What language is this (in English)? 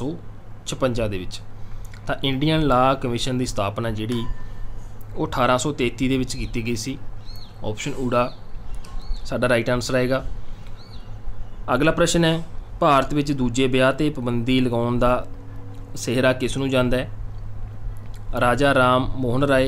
Punjabi